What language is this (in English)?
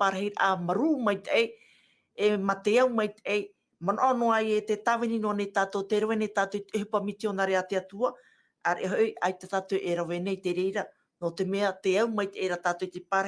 Tahitian